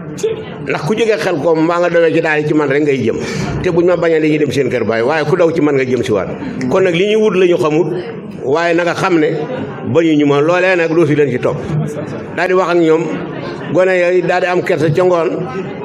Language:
Wolof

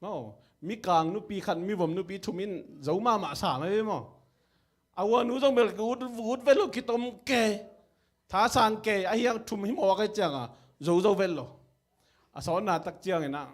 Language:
Tedim Chin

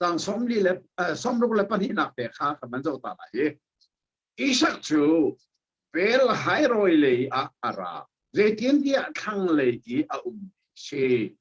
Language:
Hakha Chin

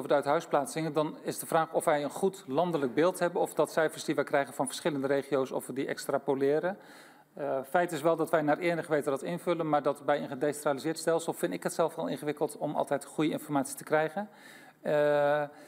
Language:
Dutch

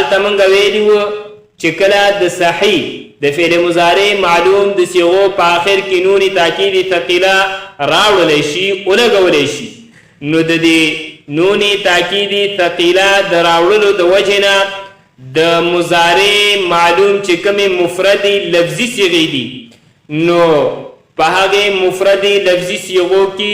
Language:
Pashto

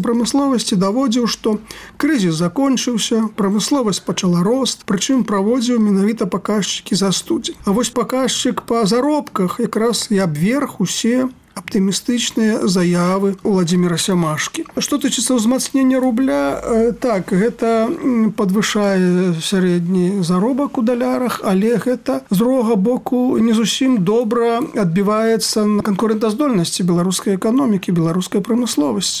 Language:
Belarusian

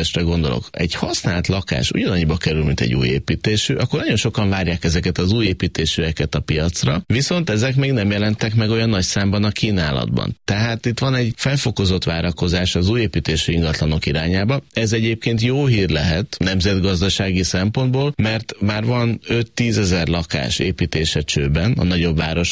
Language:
Hungarian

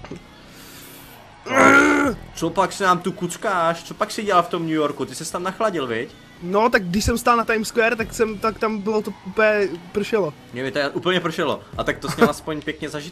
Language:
Czech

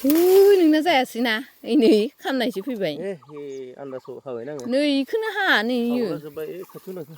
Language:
Bodo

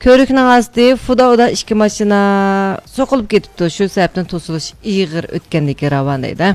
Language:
Uyghur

